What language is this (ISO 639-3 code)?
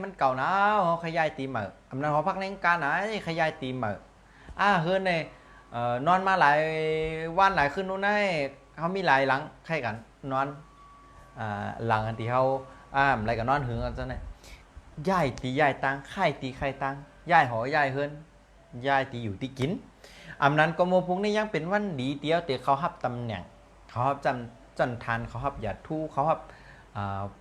shn